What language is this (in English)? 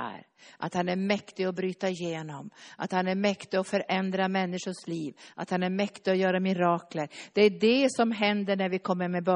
Swedish